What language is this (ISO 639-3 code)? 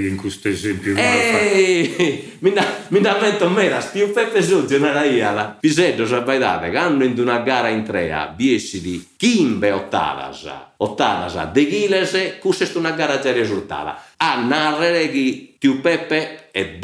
srd